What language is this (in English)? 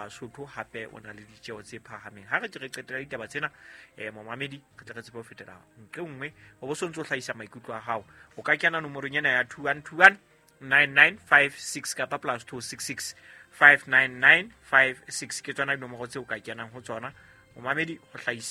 Southern Sotho